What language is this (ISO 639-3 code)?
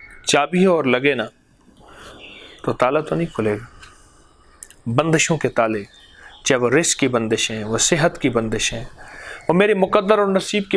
urd